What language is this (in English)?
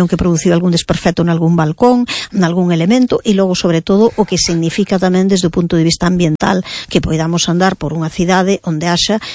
Galician